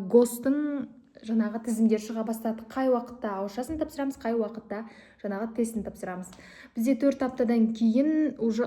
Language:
Kazakh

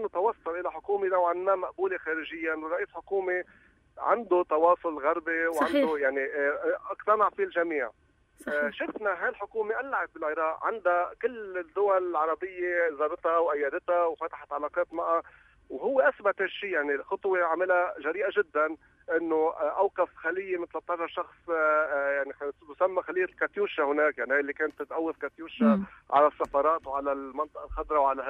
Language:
North Levantine Arabic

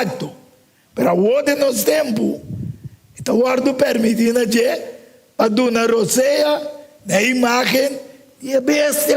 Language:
Papiamento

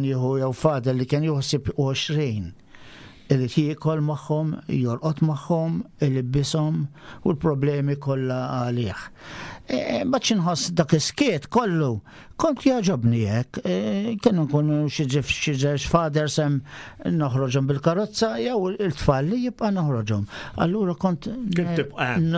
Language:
Maltese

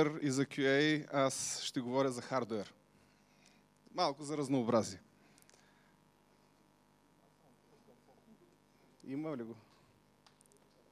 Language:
Bulgarian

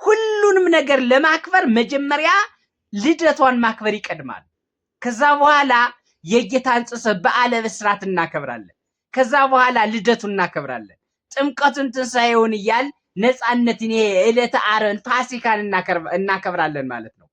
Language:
Amharic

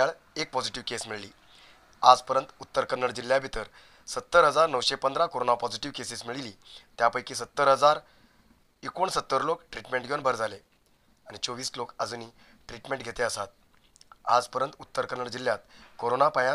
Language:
Konkani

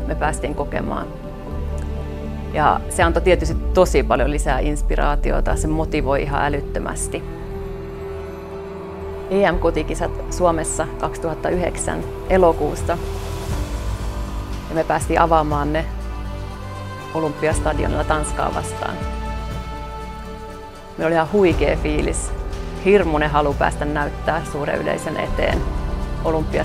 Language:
Finnish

